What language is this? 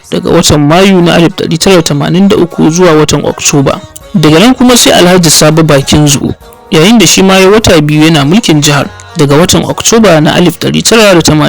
Hausa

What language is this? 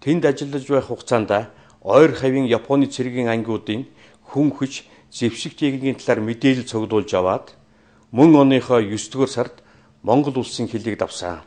Mongolian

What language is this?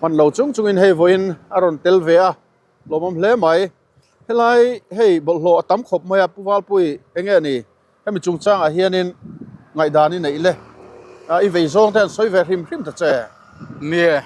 Mizo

